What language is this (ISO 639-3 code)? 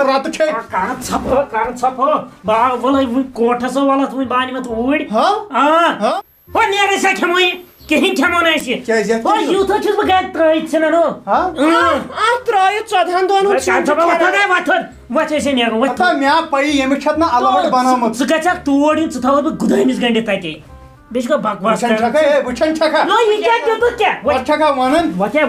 kas